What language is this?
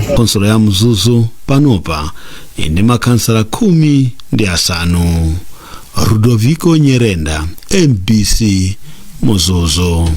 Nyanja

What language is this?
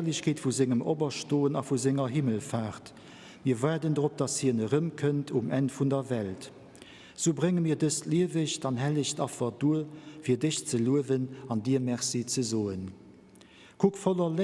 Luxembourgish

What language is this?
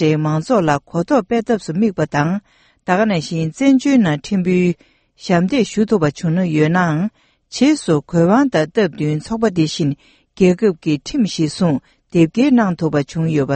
Tibetan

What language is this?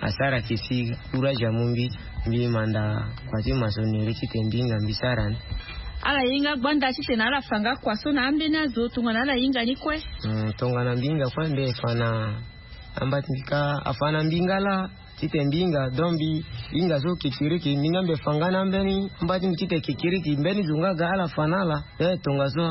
Sango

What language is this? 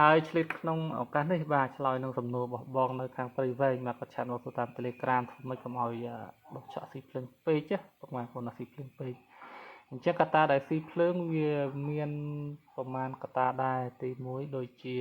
Khmer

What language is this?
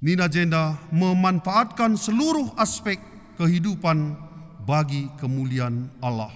Batak Karo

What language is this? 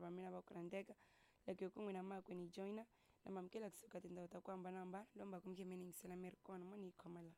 Tsonga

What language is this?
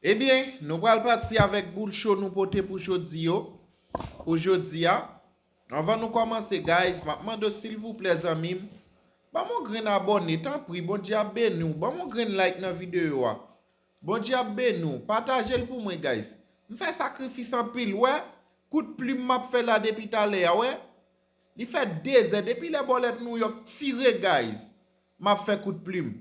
Haitian Creole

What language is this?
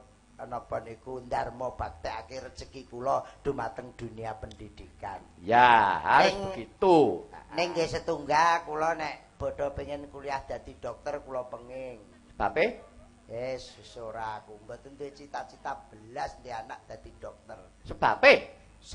Javanese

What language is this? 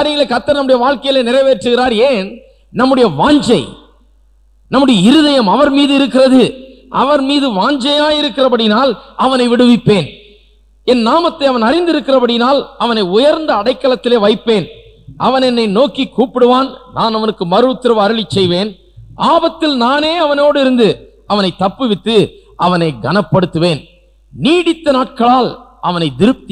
Tamil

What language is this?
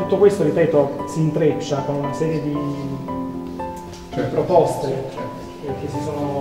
Italian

